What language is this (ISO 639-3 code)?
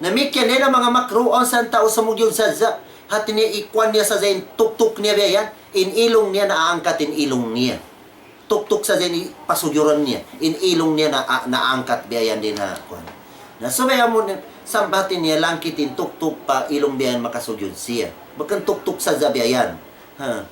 tsg